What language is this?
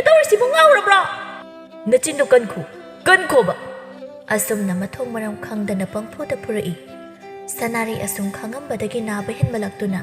Manipuri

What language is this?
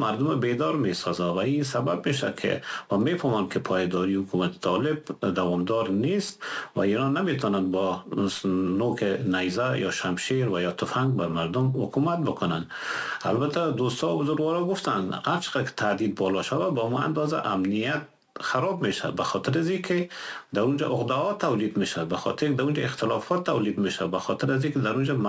Persian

